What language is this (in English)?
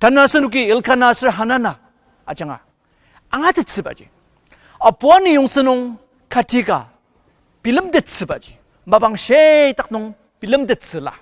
Ao Naga